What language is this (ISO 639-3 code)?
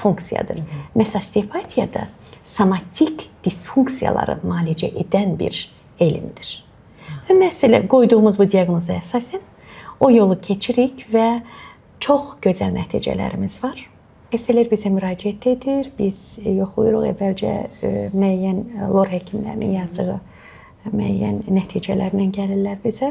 aze